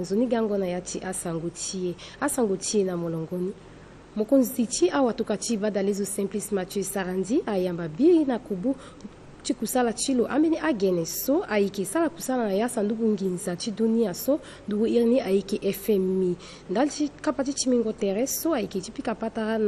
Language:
Sango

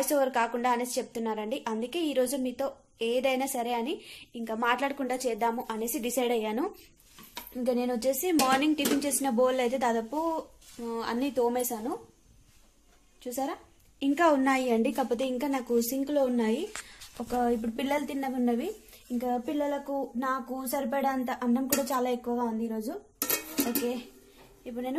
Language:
Telugu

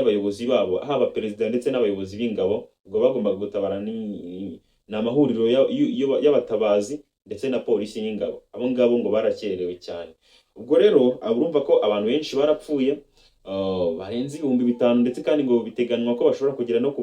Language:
Kinyarwanda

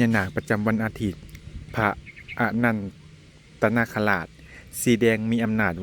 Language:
Lao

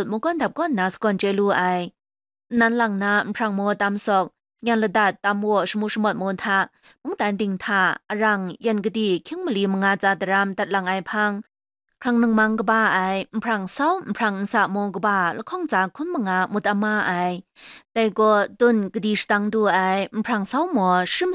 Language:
Kachin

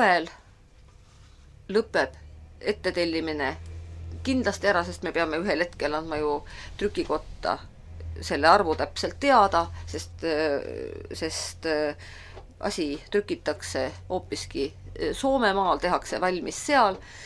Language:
Estonian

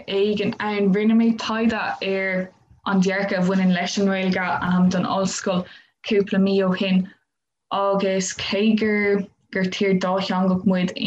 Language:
Irish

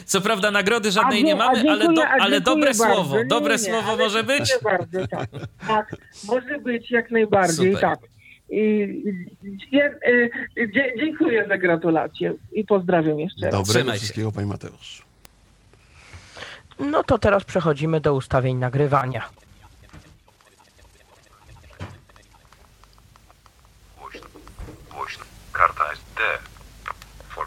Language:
Polish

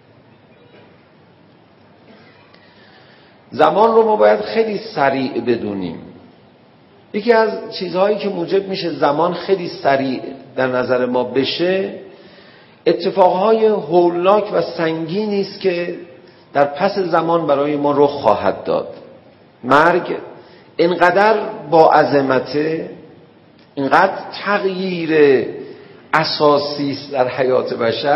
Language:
Persian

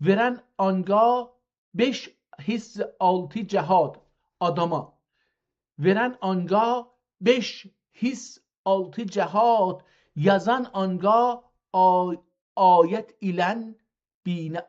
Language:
South Azerbaijani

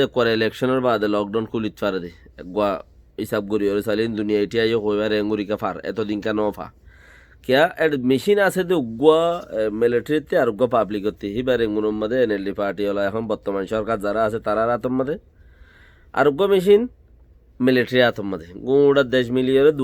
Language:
Rohingya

